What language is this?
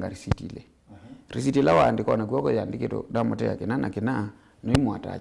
Kamba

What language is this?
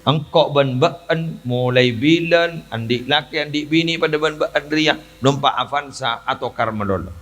Madurese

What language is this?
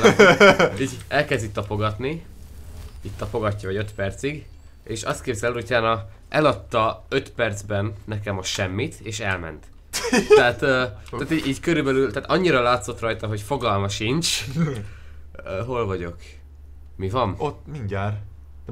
Hungarian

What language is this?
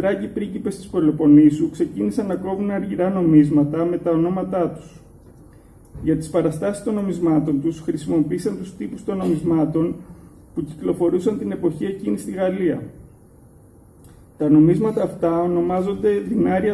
Greek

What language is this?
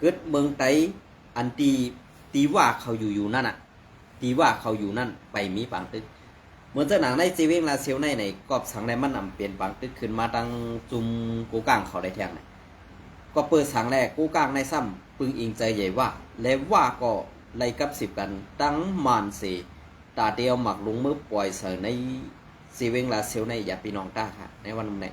Shan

